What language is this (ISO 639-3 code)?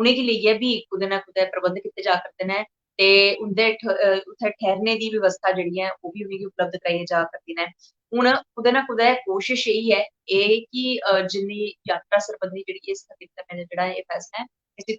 doi